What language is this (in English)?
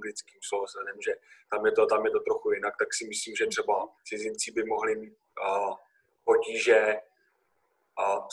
Czech